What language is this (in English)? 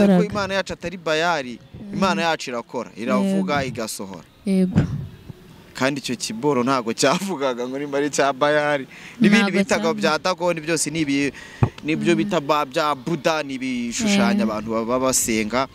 Kinyarwanda